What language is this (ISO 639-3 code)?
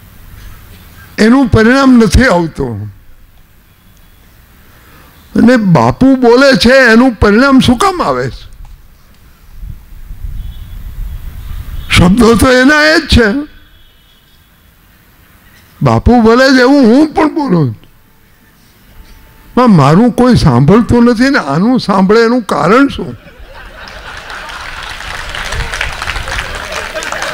guj